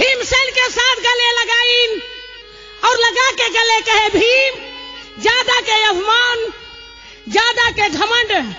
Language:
Chhattisgarhi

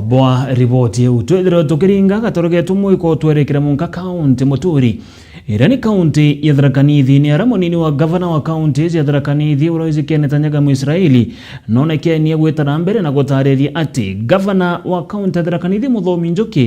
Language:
Meru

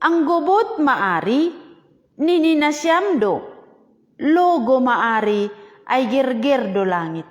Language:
Batak Simalungun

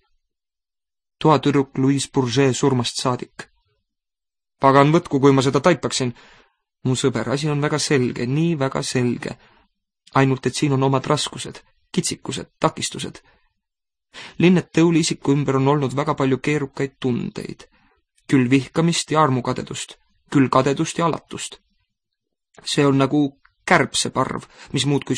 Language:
Estonian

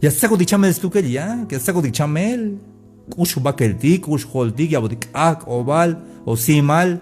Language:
Tzeltal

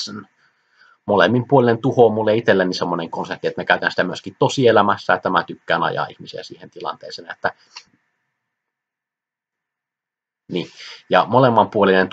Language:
Finnish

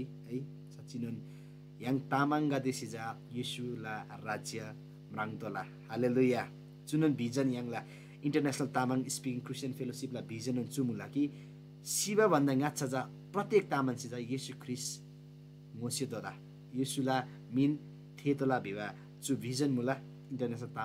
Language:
Eastern Tamang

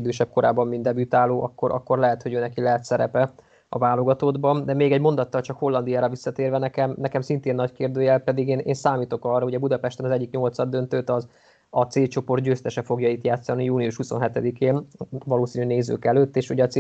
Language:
Hungarian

